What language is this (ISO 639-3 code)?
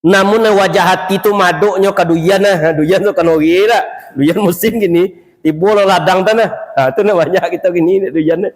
min